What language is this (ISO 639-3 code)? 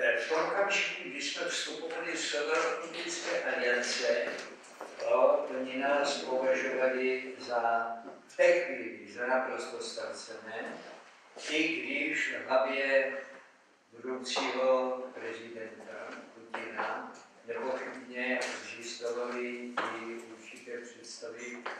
ces